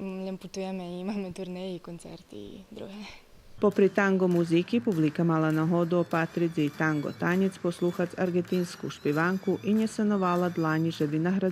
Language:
Rusyn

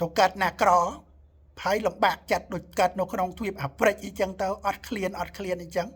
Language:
Khmer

